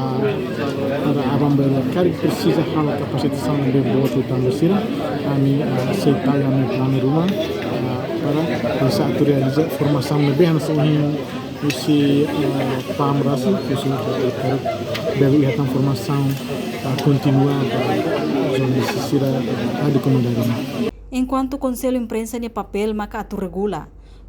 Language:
Tetum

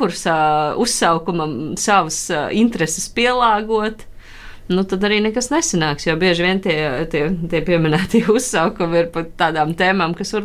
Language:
Latvian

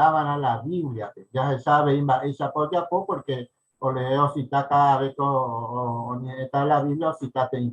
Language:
Guarani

